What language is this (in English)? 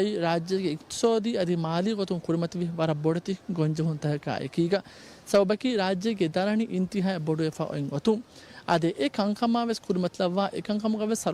Divehi